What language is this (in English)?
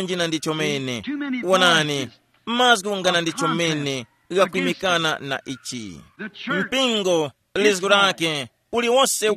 Tumbuka